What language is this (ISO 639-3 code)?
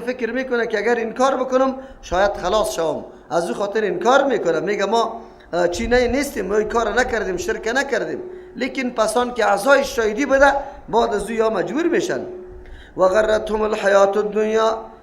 fas